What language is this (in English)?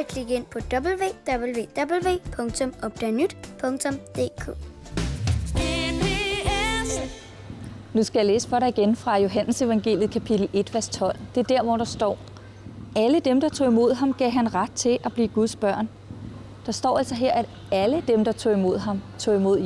Danish